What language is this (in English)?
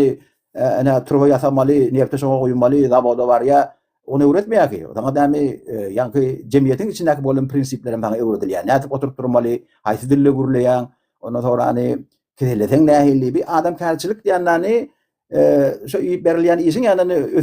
Turkmen